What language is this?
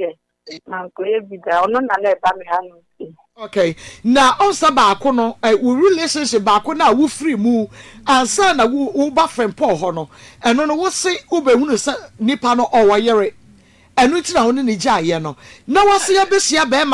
Akan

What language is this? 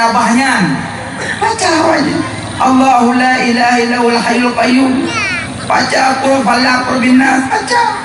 Achinese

